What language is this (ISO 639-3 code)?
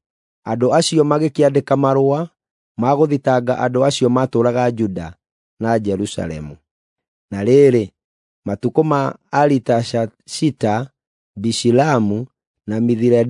kik